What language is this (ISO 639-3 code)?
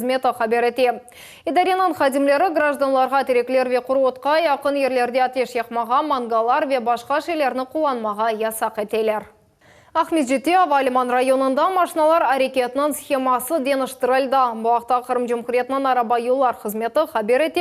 crh